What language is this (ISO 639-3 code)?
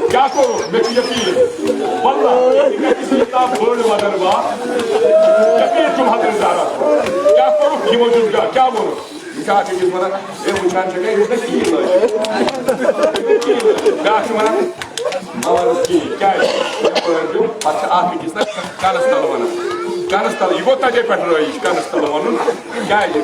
kas